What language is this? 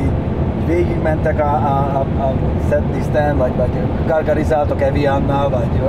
Hungarian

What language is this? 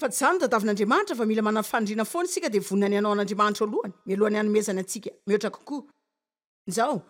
Malagasy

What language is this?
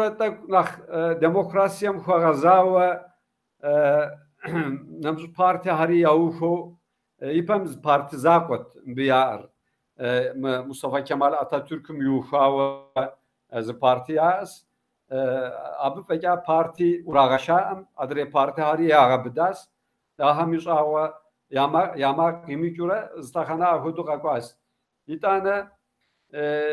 Kabardian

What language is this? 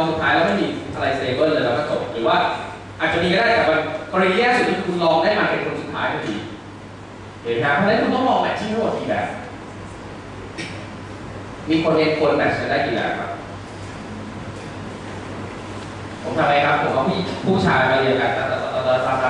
Thai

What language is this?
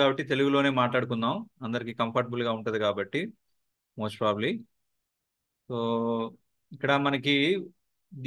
Telugu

